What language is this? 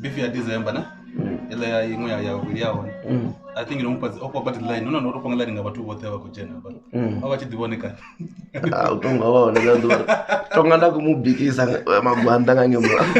Venda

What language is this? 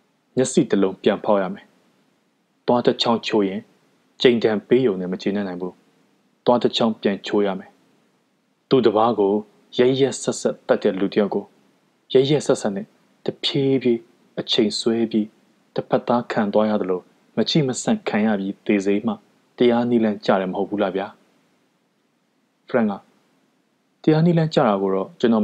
Burmese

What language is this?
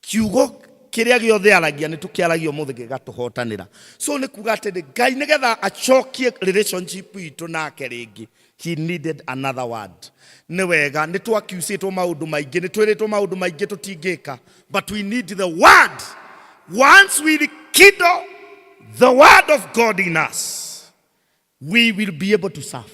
Kikuyu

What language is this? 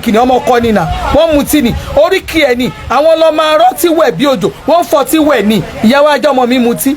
Yoruba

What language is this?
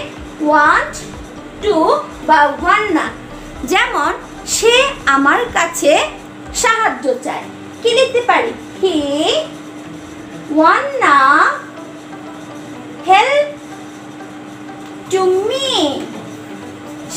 Bangla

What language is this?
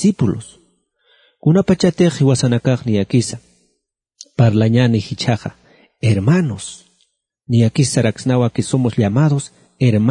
Aymara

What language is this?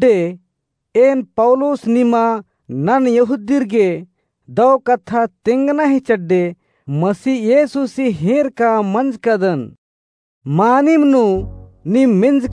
Kurukh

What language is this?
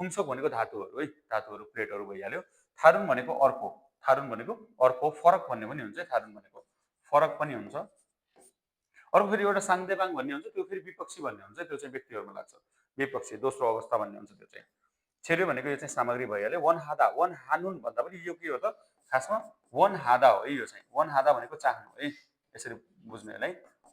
Nepali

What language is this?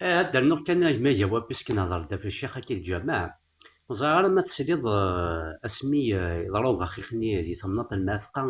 Kabyle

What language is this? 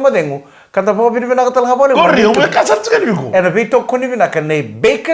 Fijian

